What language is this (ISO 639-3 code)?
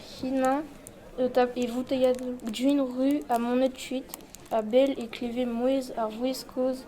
bre